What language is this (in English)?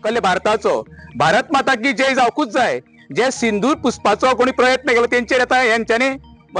Konkani